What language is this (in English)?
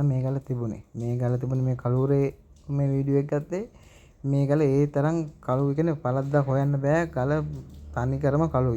Sinhala